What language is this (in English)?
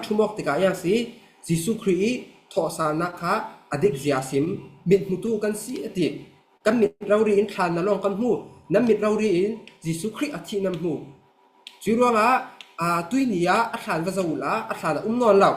Falam Chin